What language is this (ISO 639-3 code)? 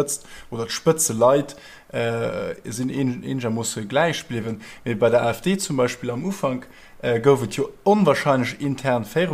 ltz